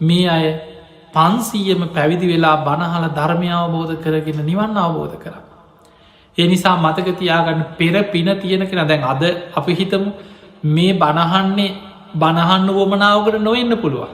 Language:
Sinhala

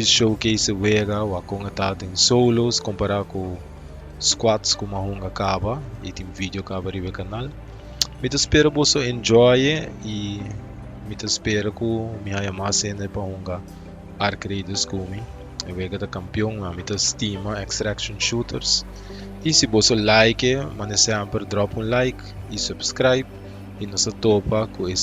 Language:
Papiamento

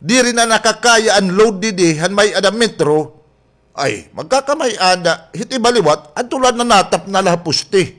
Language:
Waray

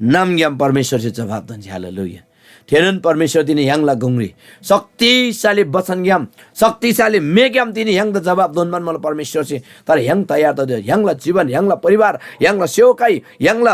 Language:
Eastern Tamang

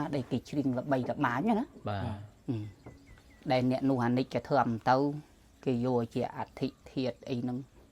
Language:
Khmer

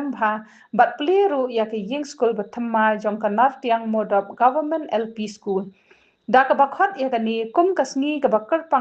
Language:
Khasi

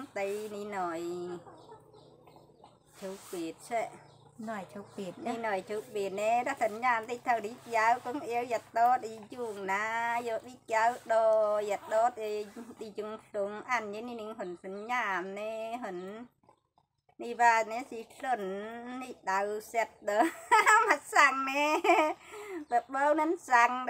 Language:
Vietnamese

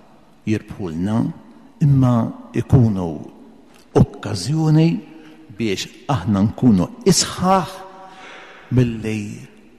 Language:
Maltese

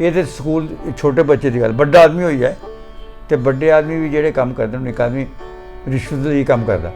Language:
Dogri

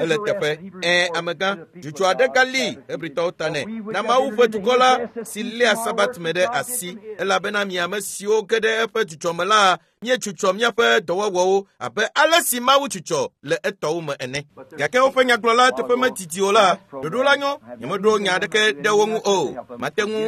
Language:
Ewe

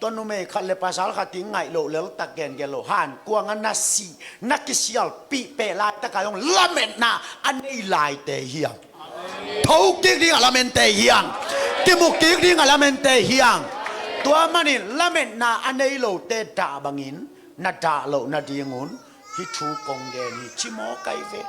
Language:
Tedim Chin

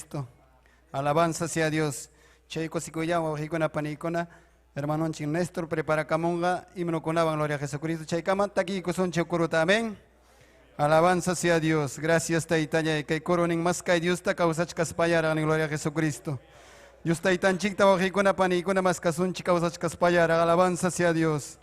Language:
Ayacucho Quechua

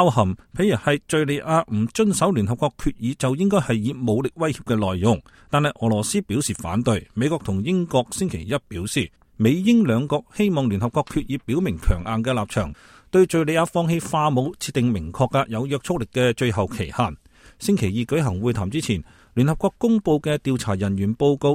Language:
Cantonese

